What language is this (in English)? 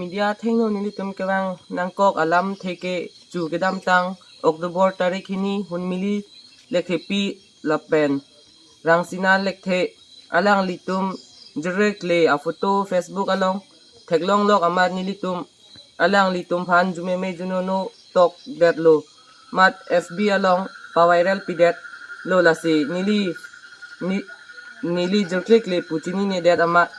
Karbi